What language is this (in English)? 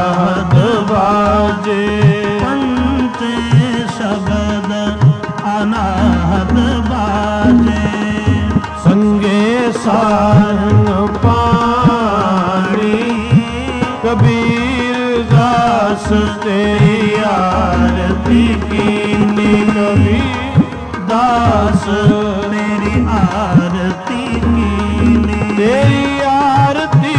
Punjabi